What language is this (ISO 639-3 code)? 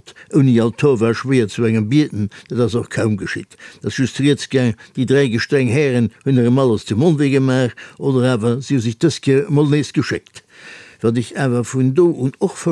ltz